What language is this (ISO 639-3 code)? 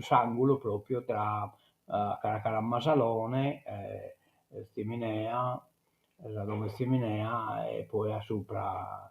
srd